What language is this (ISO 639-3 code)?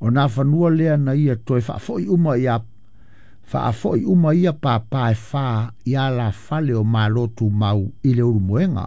smo